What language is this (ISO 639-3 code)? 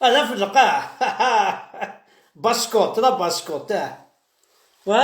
kab